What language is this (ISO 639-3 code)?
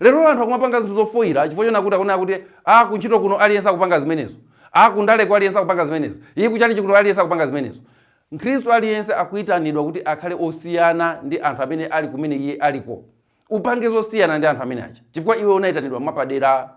nya